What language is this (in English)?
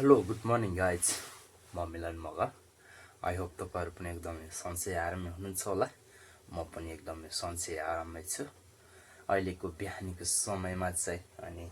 Nepali